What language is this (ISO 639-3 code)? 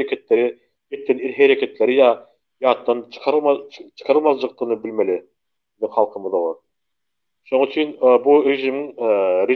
tuk